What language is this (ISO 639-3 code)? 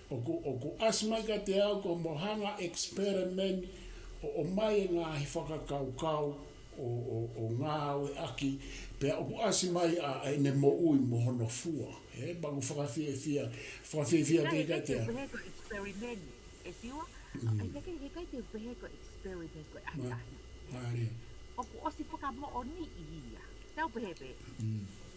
ton